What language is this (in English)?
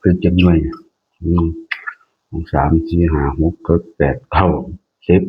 Northeastern Thai